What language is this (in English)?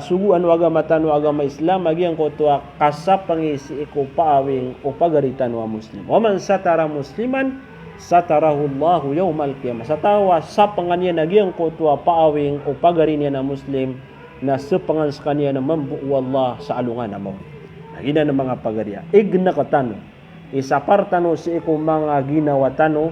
Maranao